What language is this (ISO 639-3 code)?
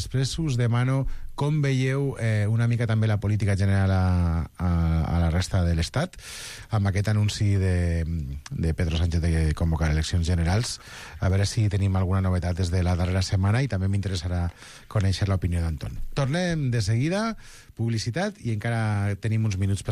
cat